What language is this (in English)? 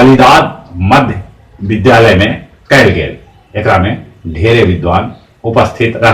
Magahi